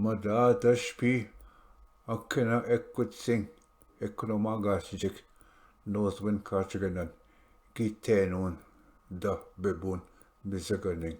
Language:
Ojibwa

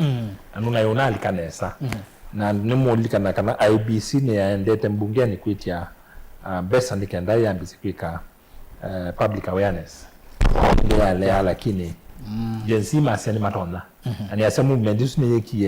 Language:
Kamba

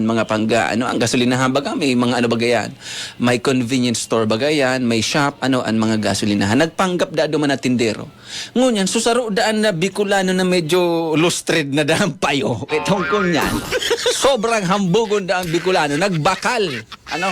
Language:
Bikol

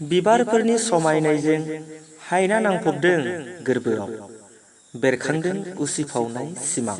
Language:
Bodo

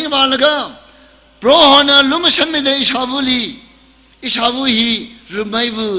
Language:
Tangkhul Naga (India)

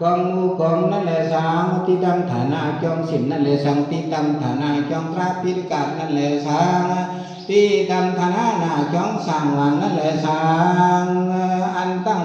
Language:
Shan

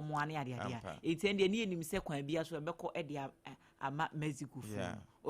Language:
Akan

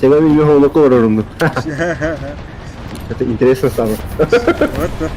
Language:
Yakut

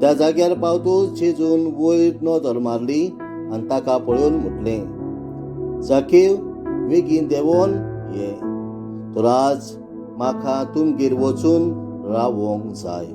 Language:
Konkani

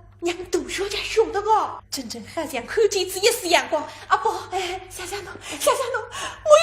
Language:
Wu Chinese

